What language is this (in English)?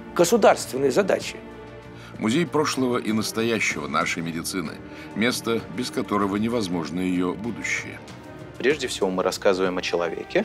Russian